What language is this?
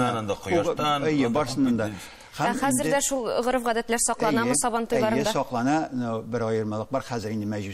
Tatar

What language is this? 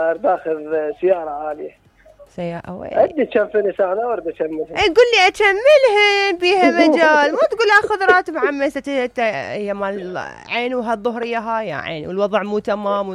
Mesopotamian Arabic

